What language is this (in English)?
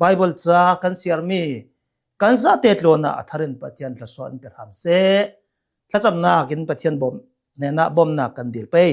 Hakha Chin